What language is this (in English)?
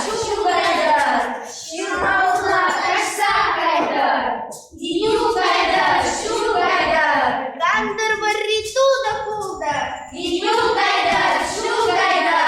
Chuvash